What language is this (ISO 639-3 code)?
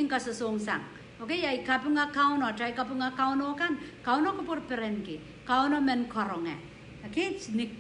pon